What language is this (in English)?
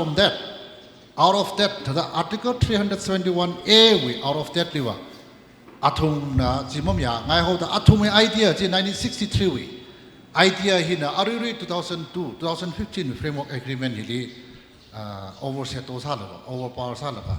Tangkhul Naga (India)